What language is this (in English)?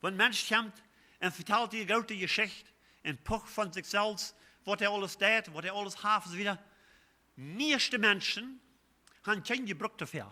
Plautdietsch